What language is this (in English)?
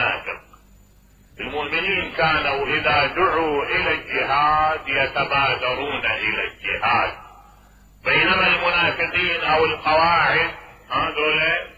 Mesopotamian Arabic